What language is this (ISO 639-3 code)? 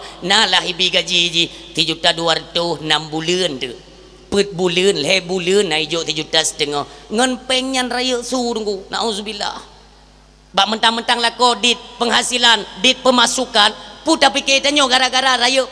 ace